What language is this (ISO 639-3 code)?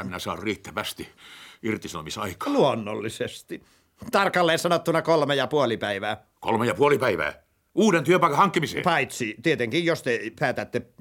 fin